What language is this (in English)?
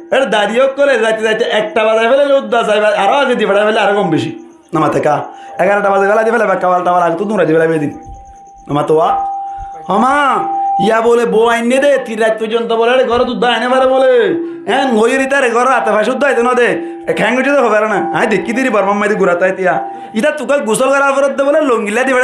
Rohingya